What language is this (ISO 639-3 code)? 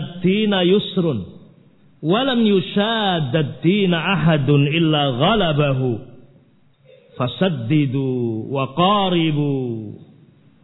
ind